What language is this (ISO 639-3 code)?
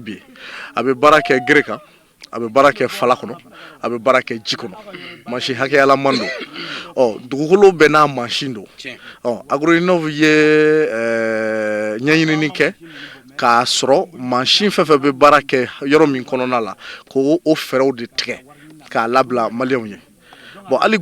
bam